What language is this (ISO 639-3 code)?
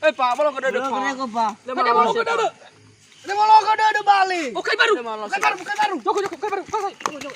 nia